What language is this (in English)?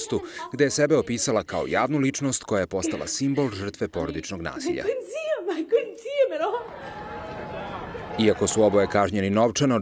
Serbian